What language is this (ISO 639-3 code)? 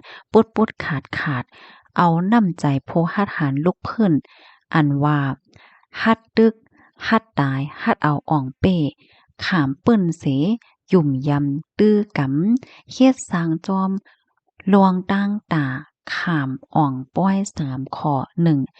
shn